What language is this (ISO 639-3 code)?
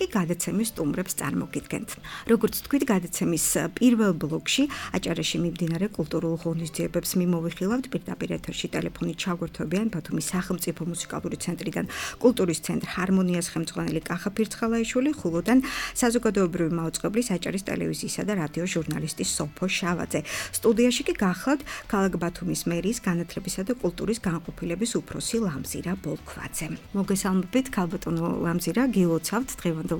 kat